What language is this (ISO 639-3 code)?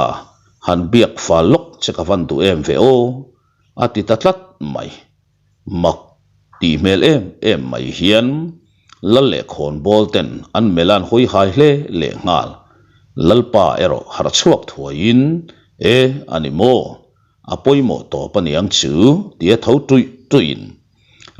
lus